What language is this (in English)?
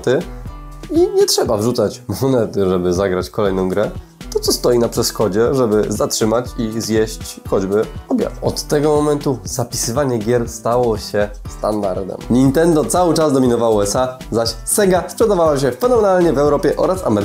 Polish